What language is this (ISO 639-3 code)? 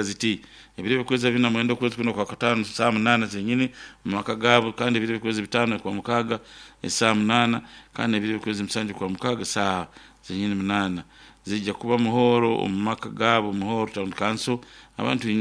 nyo